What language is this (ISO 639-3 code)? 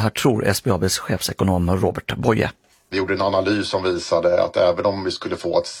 swe